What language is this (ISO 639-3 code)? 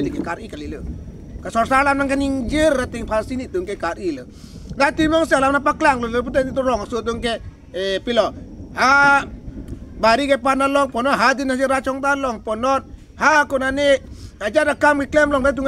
mjw